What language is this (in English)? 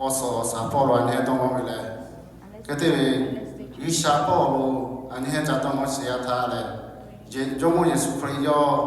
Lahu